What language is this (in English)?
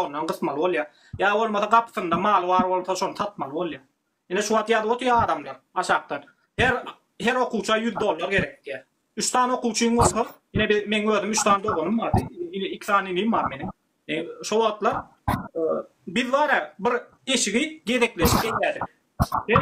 Turkmen